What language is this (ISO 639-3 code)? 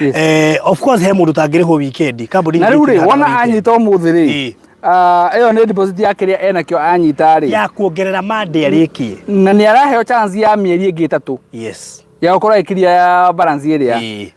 kik